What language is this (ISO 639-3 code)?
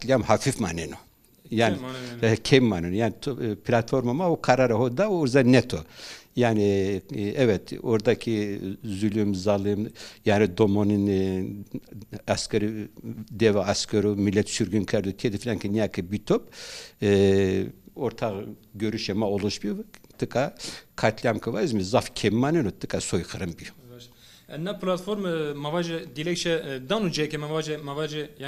zza